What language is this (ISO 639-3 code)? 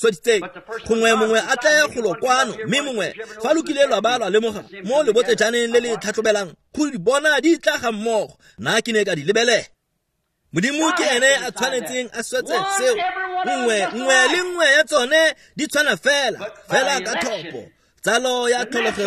tsn